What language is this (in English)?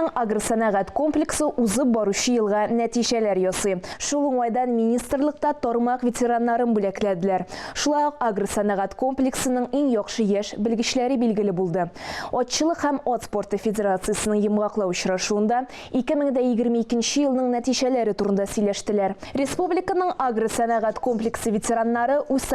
Tatar